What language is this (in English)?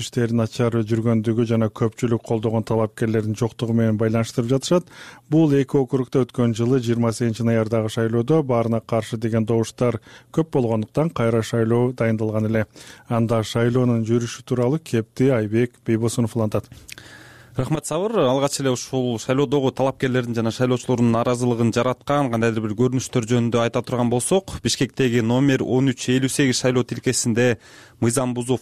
Kyrgyz